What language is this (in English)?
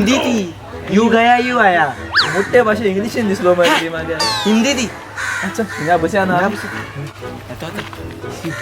Konkani